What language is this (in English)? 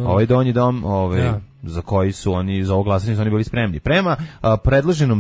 Serbian